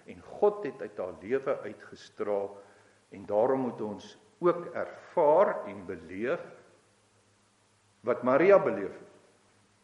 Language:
Afrikaans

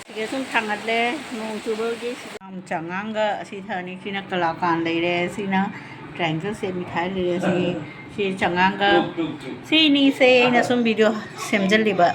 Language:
Manipuri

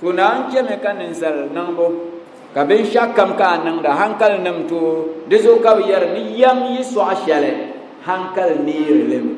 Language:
Dagbani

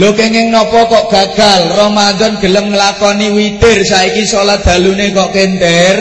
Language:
Javanese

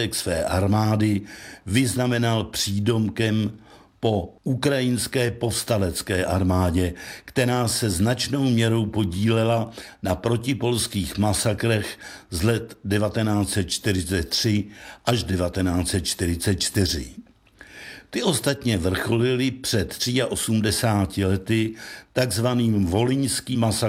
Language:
Czech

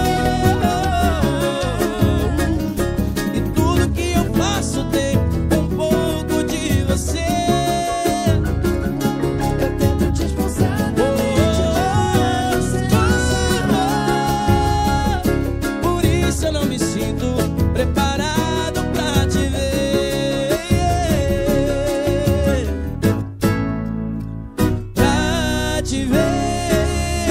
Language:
Portuguese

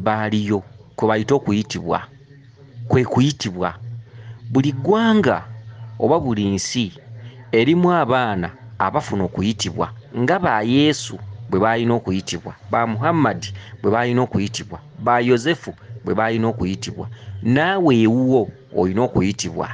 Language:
Ganda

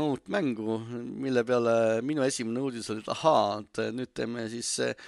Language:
Estonian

